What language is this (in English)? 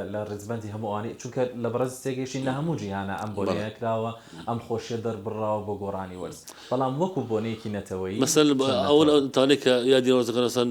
Central Kurdish